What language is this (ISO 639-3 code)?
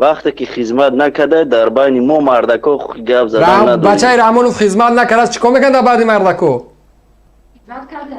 tgk